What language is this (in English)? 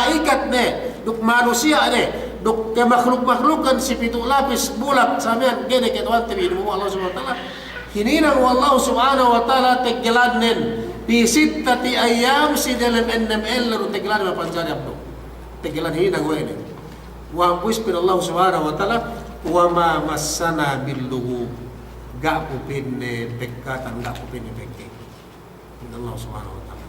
Yakan